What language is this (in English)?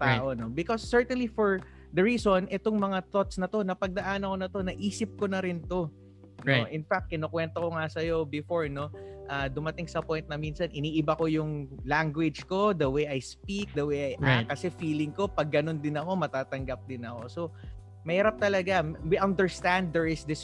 Filipino